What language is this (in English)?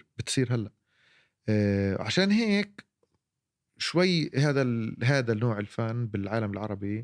North Levantine Arabic